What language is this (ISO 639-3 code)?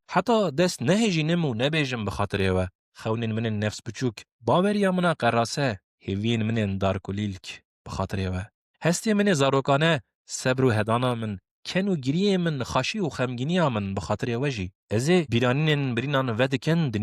kur